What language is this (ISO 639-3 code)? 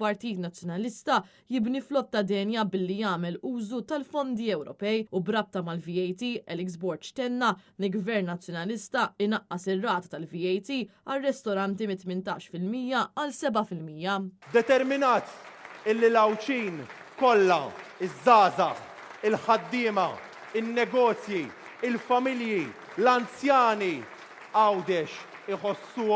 mlt